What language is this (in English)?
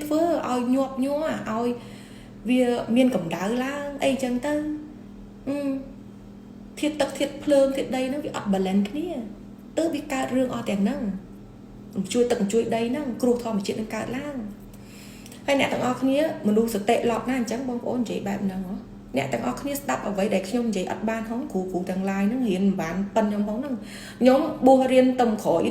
Khmer